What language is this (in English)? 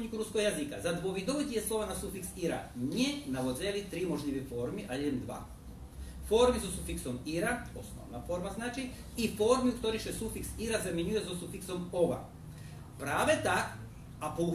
Rusyn